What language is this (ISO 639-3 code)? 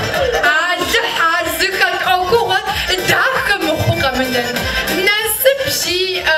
kbd